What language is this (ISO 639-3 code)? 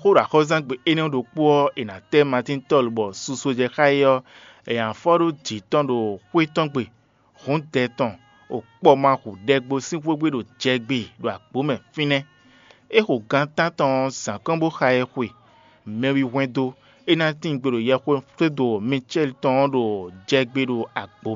fon